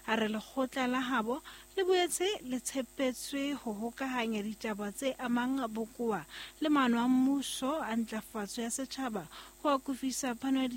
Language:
Southern Sotho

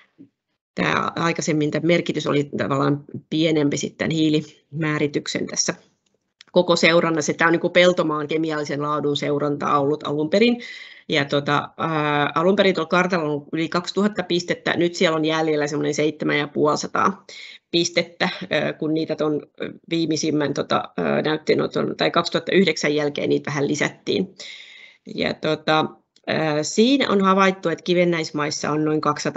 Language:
Finnish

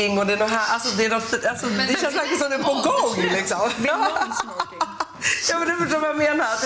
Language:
Swedish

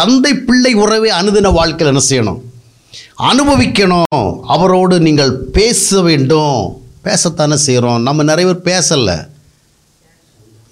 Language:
Tamil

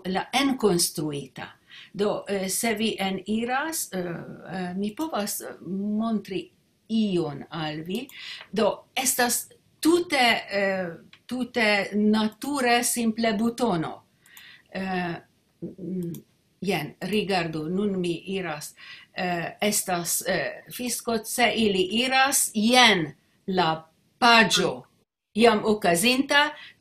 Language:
Esperanto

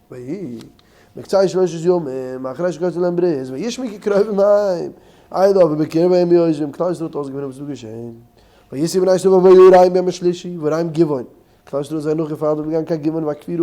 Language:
Yiddish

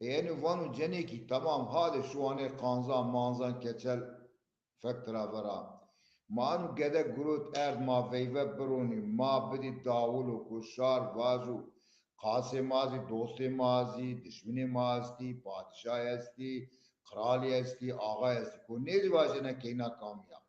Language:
Zaza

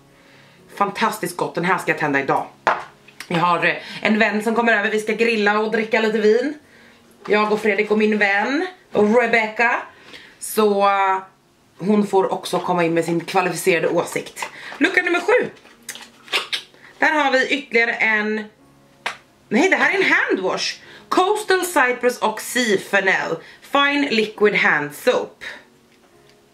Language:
Swedish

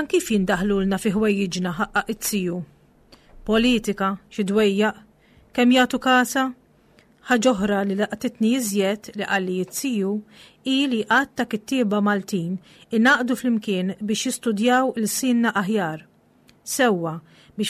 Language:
Maltese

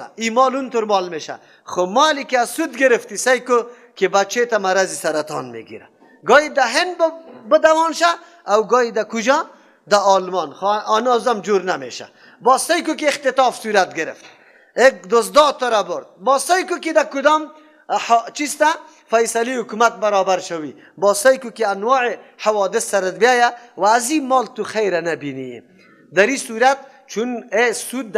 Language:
Persian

